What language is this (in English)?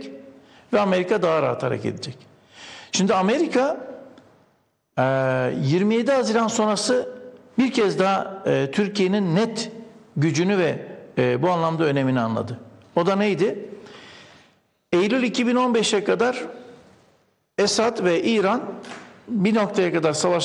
Turkish